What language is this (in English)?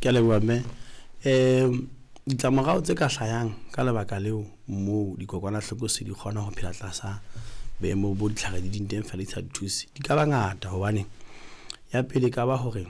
Southern Sotho